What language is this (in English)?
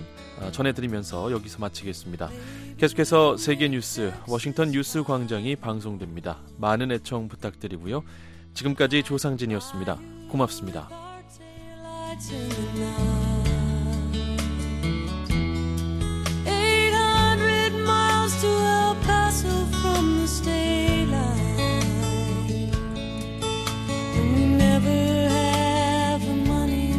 Korean